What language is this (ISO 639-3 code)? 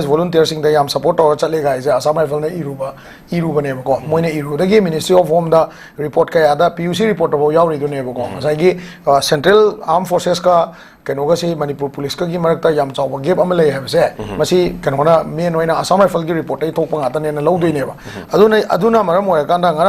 mni